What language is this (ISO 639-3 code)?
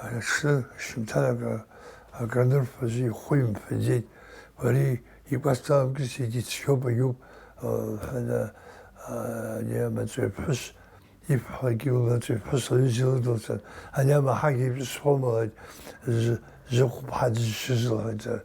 abk